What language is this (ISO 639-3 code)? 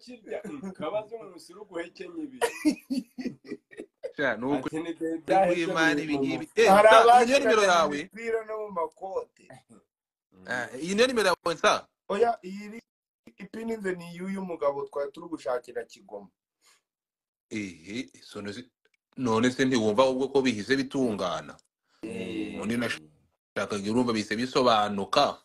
kin